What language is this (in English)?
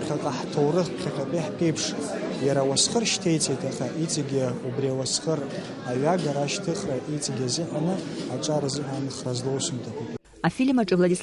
Abkhazian